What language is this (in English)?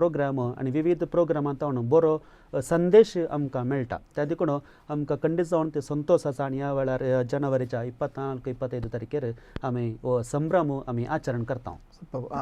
Konkani